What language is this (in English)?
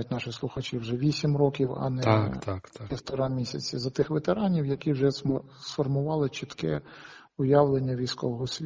Ukrainian